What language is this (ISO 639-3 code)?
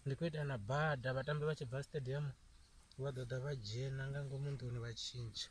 ven